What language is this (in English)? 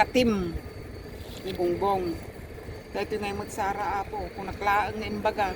Iloko